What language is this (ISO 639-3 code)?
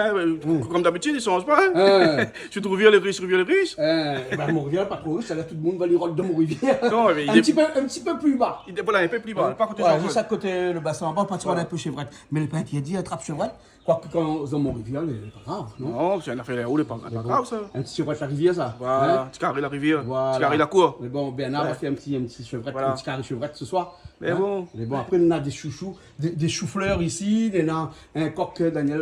rcf